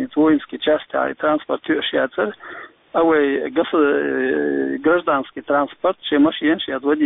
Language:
Chechen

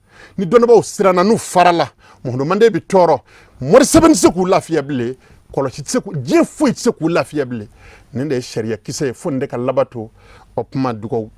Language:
Bambara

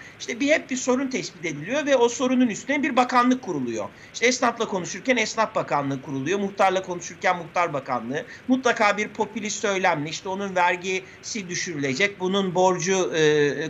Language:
Turkish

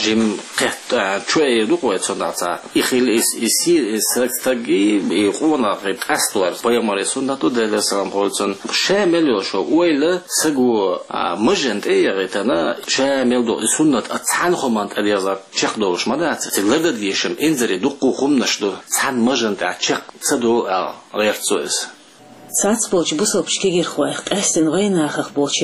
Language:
Chechen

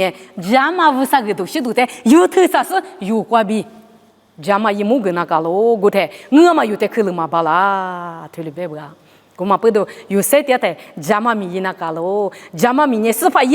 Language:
Lisu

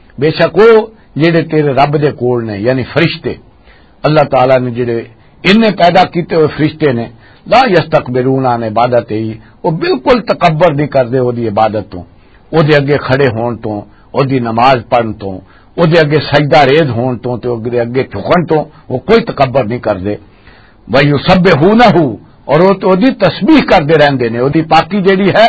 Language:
Western Panjabi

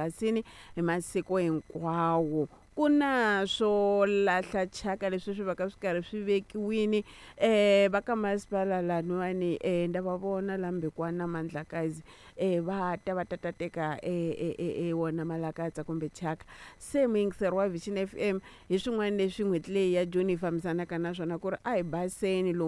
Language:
Tsonga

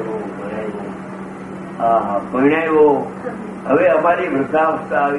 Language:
Gujarati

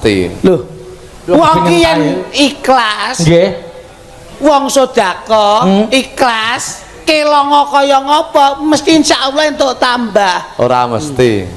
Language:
Javanese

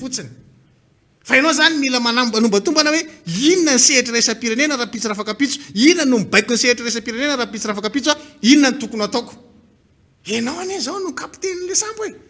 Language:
Malagasy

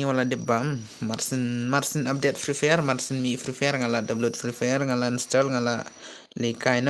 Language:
Khasi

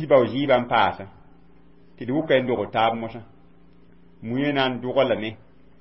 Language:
Mossi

